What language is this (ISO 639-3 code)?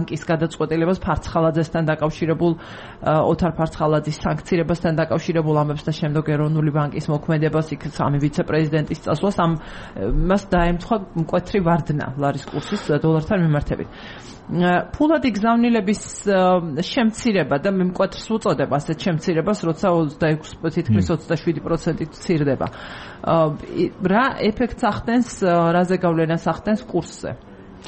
kat